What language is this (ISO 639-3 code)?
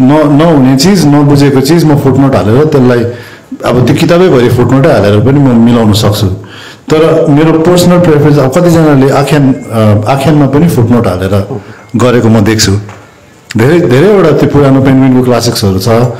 nep